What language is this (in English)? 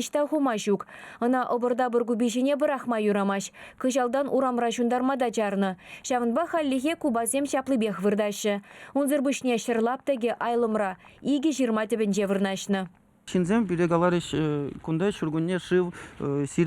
Chuvash